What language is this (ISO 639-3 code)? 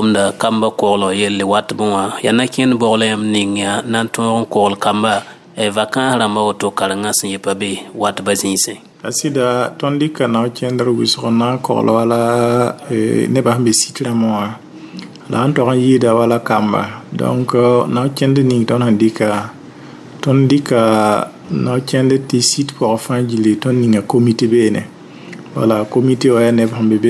mos